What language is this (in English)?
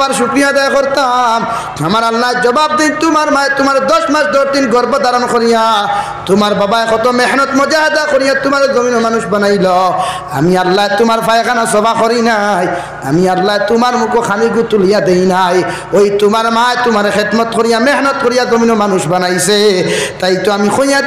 Sylheti